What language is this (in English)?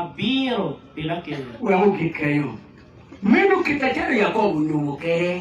Acoli